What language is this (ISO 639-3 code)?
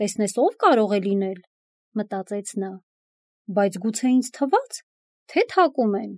hye